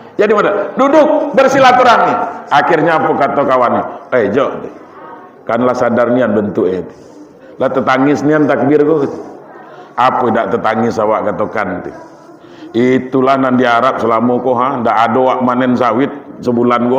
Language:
Minangkabau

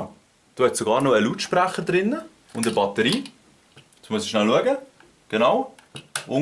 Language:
Swiss German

